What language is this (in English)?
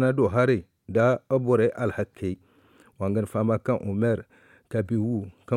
Zarma